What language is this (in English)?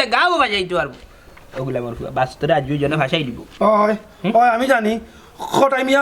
Sylheti